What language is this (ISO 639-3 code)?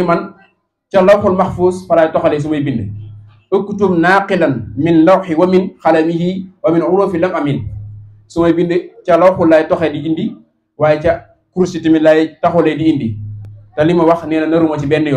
wol